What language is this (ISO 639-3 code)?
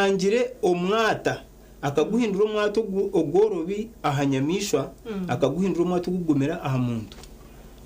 nyn